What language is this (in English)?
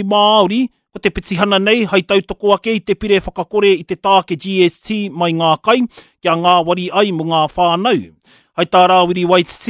Māori